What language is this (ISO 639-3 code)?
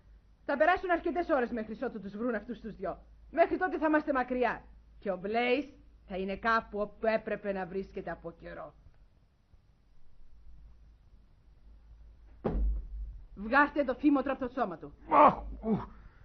ell